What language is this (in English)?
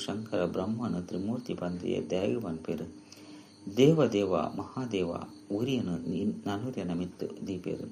Tulu